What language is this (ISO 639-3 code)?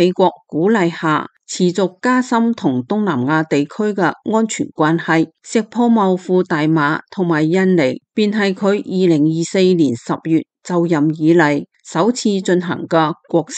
yue